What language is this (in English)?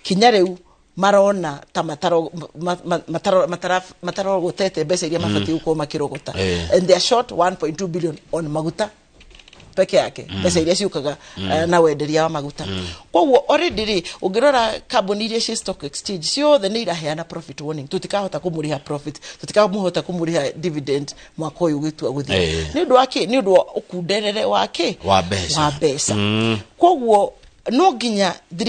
Kikuyu